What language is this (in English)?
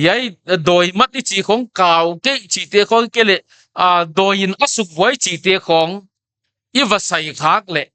Paite Chin